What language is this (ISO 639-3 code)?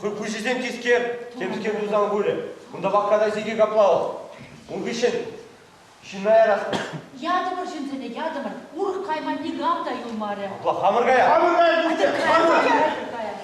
chv